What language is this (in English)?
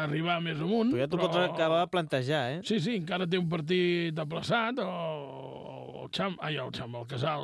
Catalan